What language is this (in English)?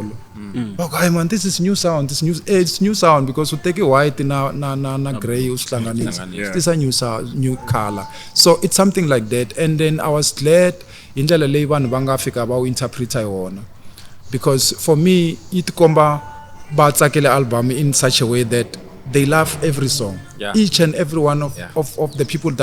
Tsonga